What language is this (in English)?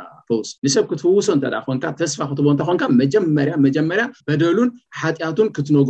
Tigrinya